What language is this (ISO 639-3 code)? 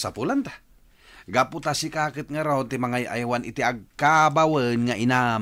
ilo